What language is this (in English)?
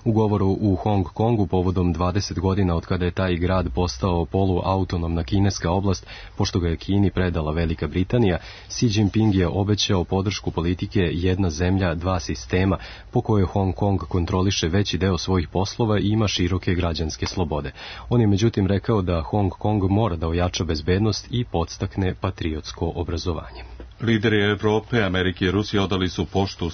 Serbian